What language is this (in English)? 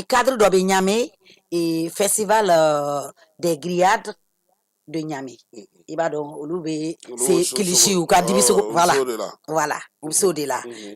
Bambara